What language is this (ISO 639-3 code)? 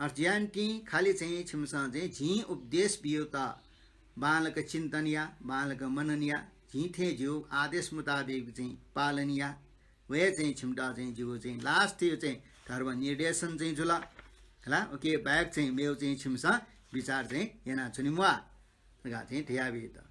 new